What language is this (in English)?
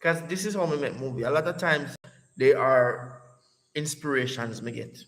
Jamaican Creole English